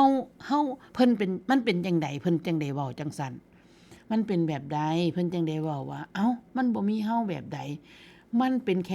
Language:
Northeastern Thai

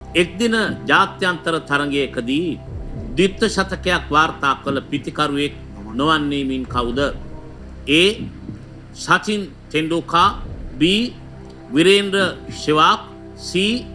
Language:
Sinhala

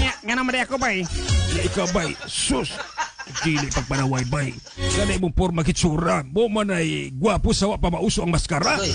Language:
Cebuano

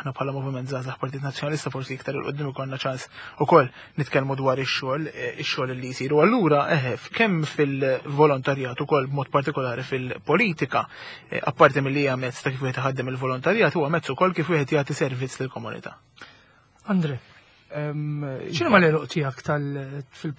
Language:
Maltese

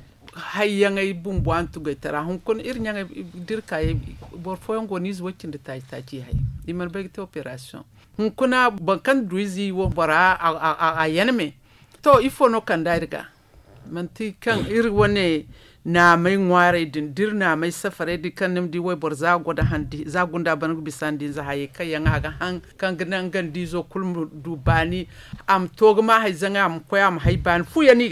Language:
Zarma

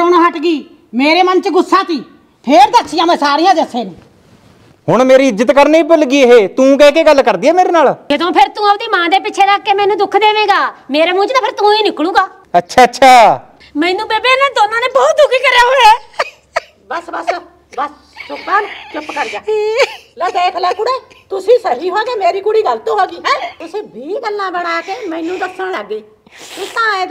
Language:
Punjabi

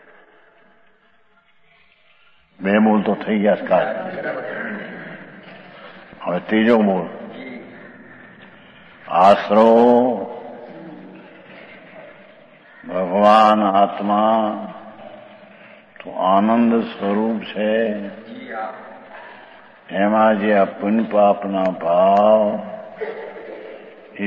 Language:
Gujarati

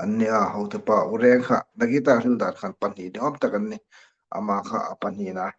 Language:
Hmar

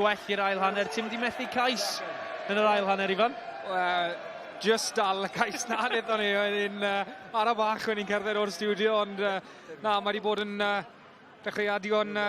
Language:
Welsh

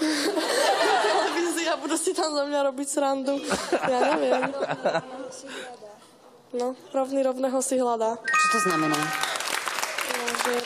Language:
Slovak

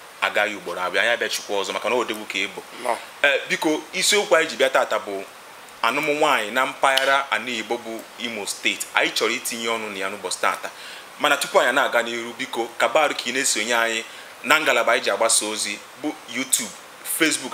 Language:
Igbo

